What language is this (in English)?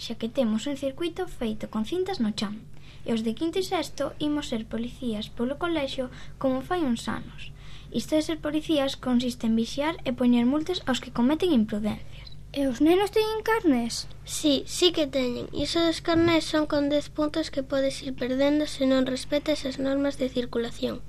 Galician